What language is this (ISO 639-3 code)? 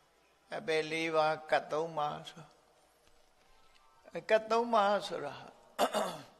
mya